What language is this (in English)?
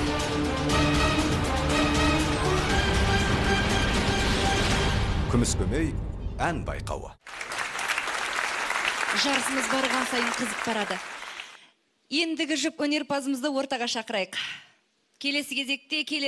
Kazakh